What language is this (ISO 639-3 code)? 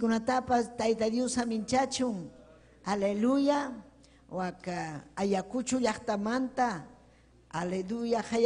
quy